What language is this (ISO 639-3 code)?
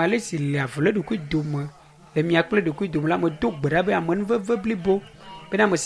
ewe